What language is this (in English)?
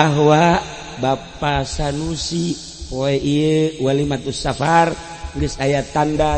Sundanese